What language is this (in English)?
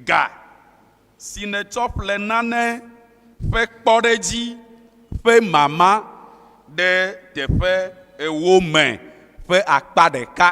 Ewe